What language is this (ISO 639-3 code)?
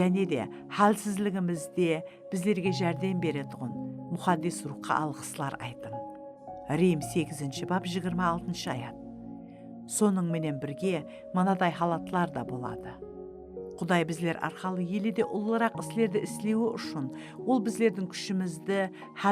kaa